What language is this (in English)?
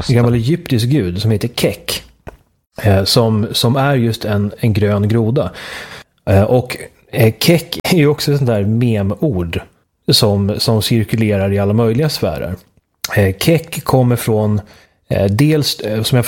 Swedish